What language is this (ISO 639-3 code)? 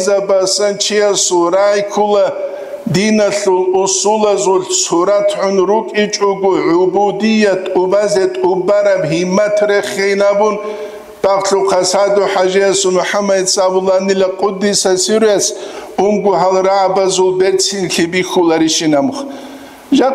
ava